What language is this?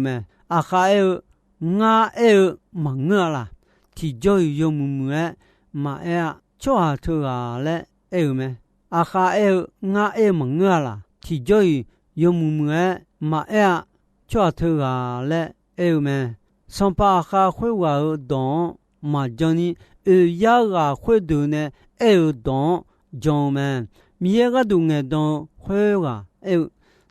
Akha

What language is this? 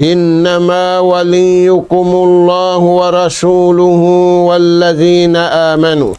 Tausug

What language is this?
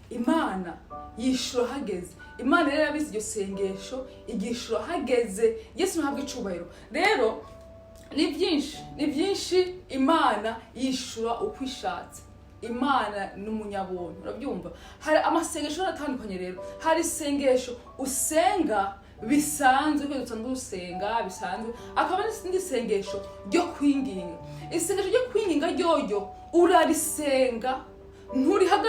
Rundi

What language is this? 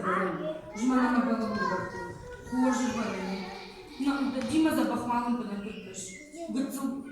Ossetic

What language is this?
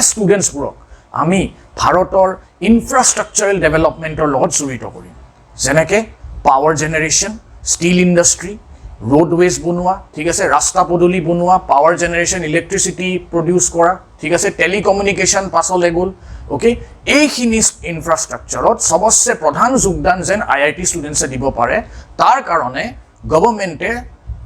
Assamese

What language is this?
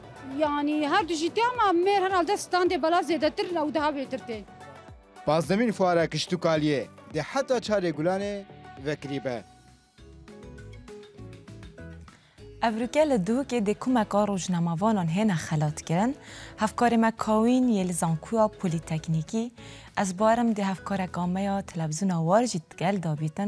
Kurdish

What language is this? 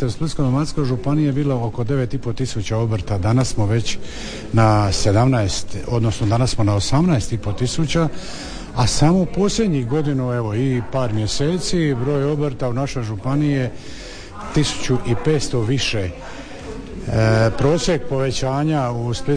Croatian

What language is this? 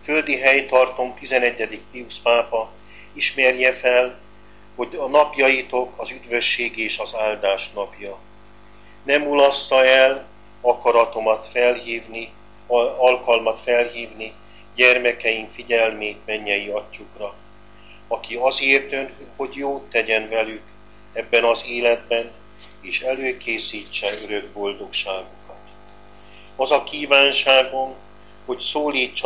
Hungarian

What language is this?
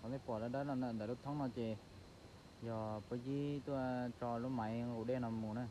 Hmong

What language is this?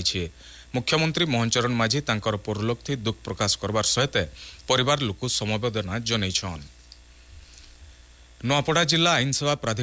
Odia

